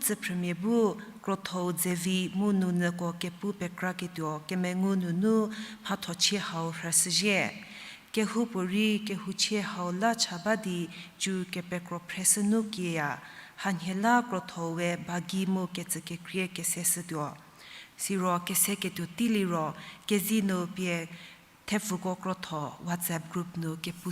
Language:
Angami Naga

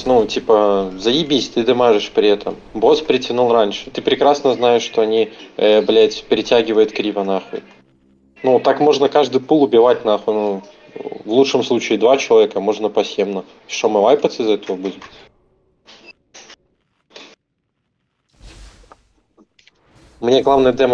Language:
Russian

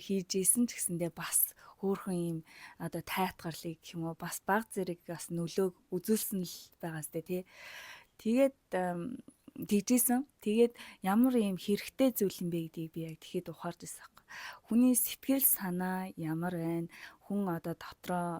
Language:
Mongolian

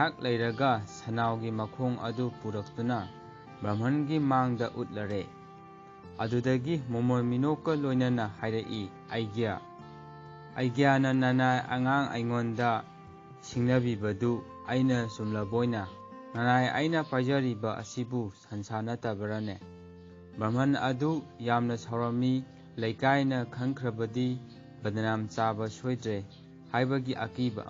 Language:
Manipuri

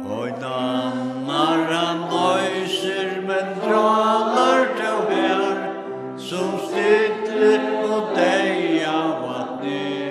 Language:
Faroese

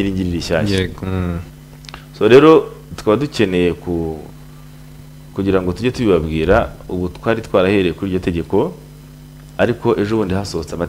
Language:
Kinyarwanda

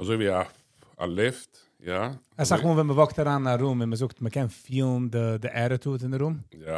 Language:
Yiddish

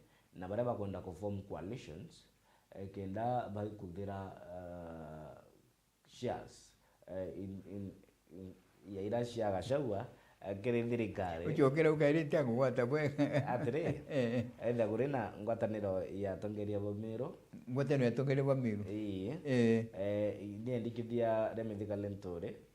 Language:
Meru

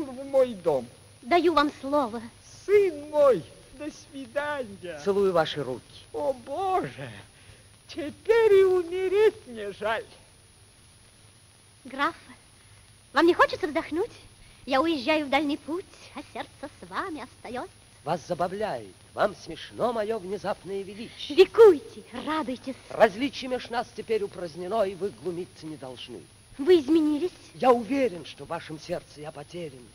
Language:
Russian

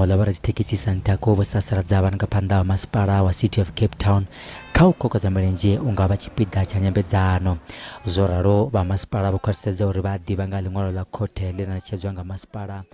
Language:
Venda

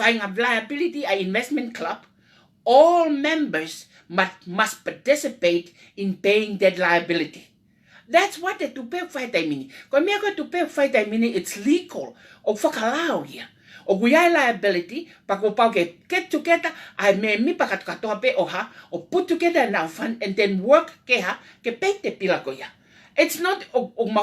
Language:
Tongan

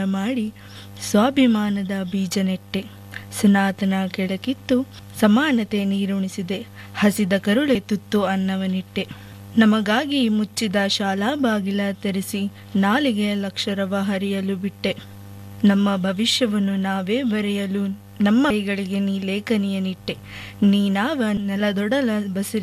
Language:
Kannada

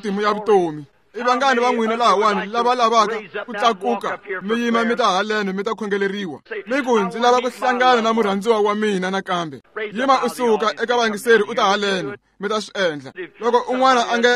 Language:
Tsonga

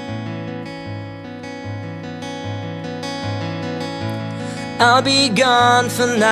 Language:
Swedish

